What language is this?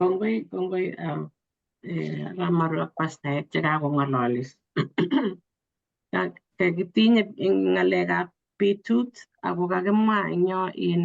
Kalenjin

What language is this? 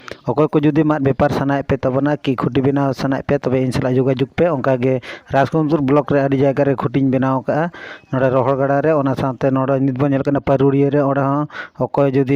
Santali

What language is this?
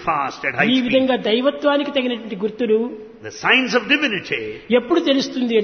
Telugu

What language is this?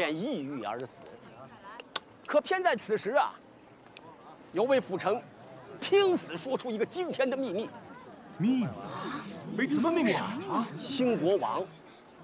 Chinese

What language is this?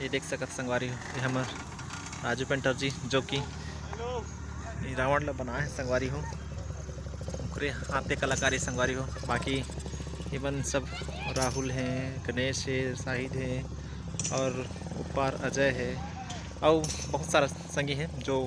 Chhattisgarhi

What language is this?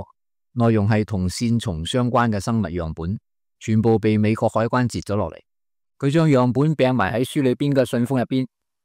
Cantonese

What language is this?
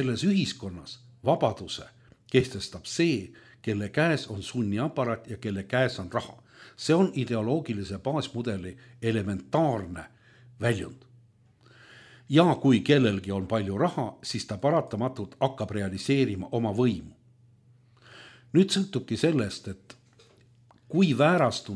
Estonian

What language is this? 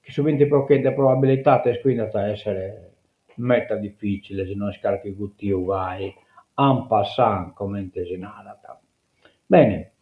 Sardinian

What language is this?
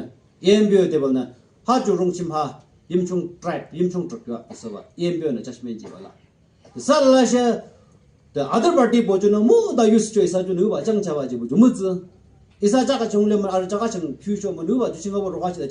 Yimchungru Naga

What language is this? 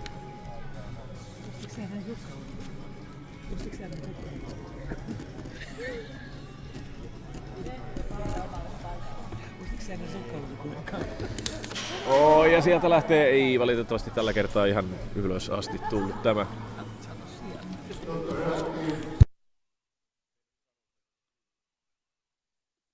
Finnish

